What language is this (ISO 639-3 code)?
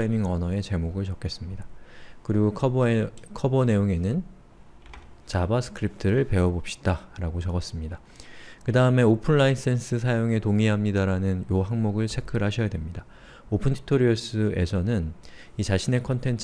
kor